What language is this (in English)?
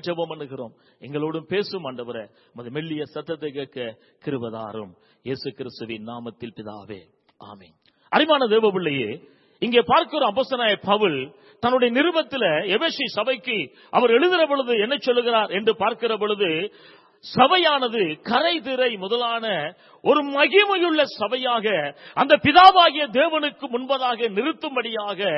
Tamil